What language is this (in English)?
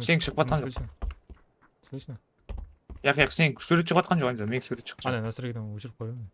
Kara-Kalpak